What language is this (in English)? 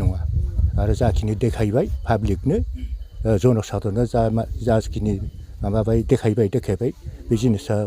Bodo